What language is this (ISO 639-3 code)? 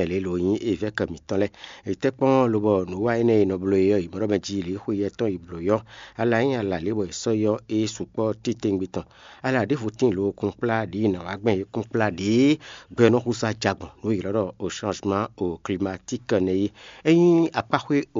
fon